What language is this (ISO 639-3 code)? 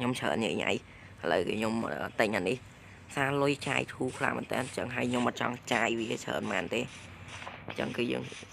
khm